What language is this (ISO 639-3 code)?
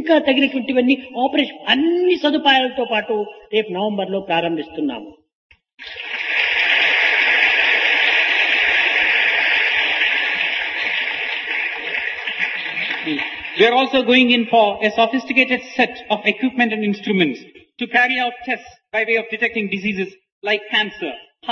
tel